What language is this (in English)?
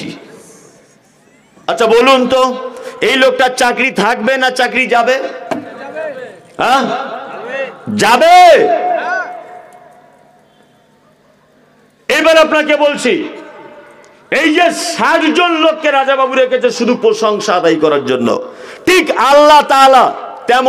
Bangla